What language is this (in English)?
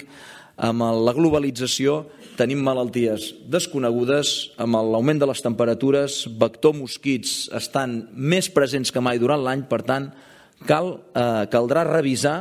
Catalan